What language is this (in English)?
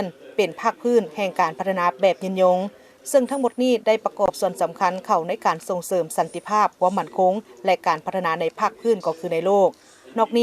Lao